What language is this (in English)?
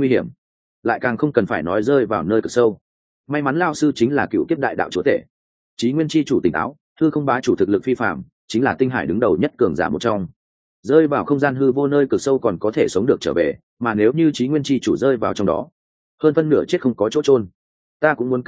Vietnamese